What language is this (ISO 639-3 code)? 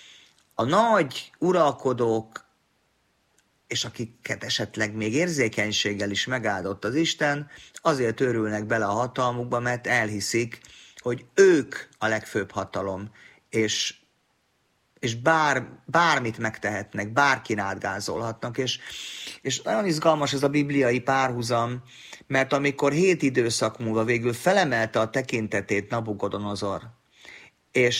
hun